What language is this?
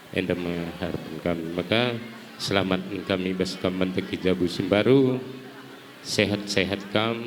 Batak Karo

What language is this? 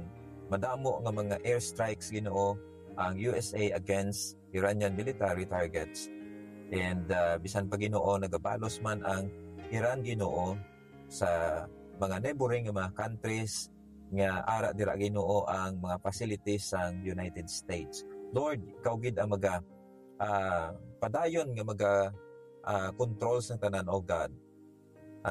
Hiligaynon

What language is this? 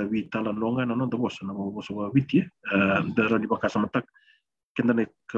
Fijian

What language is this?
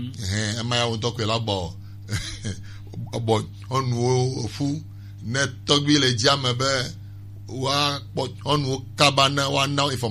Gen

